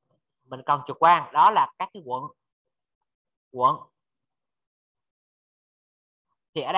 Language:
Vietnamese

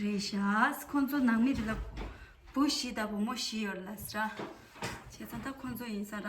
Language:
Tibetan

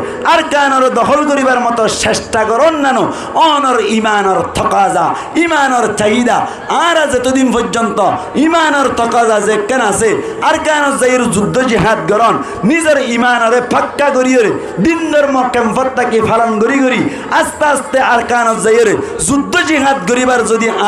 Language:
Rohingya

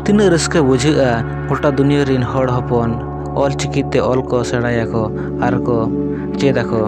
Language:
Santali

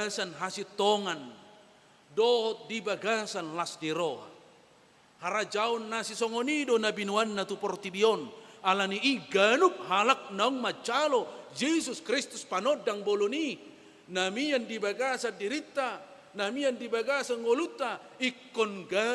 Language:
Batak Toba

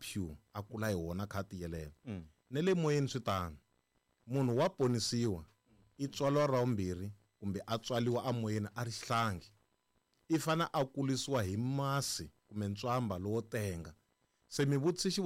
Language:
Tsonga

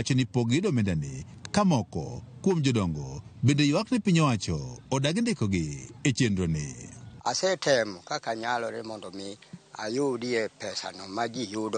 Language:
Luo (Kenya and Tanzania)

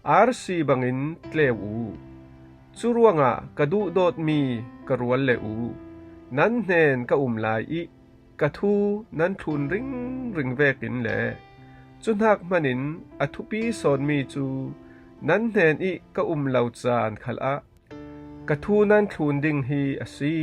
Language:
Falam Chin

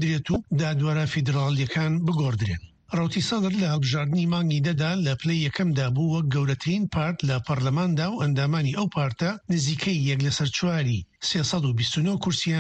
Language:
Central Kurdish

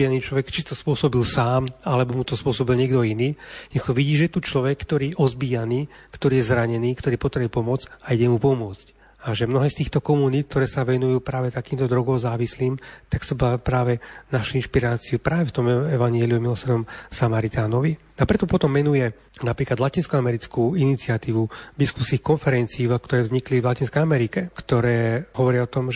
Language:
Slovak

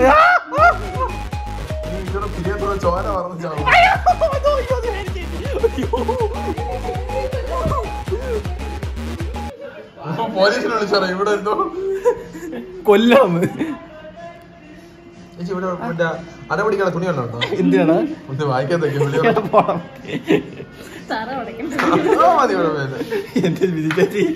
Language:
Malayalam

